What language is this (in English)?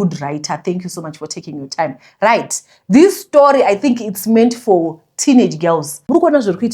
Shona